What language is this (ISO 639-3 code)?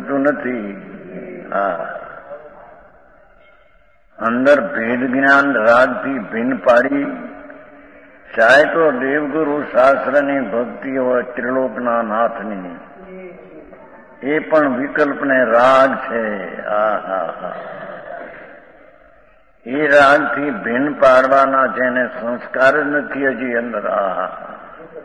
guj